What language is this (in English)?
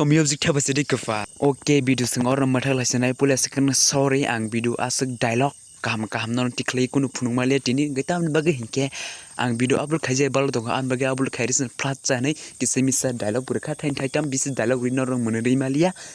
Kok Borok